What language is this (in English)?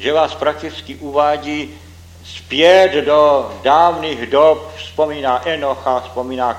Czech